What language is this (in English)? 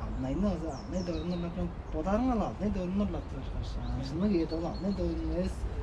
Tuvinian